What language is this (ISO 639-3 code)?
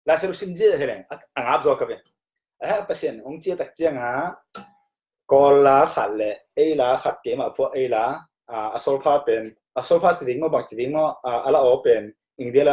ctd